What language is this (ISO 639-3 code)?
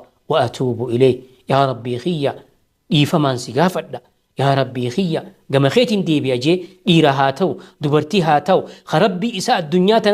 orm